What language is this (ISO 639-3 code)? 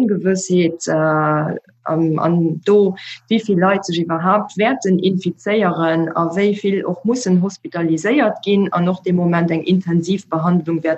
ltz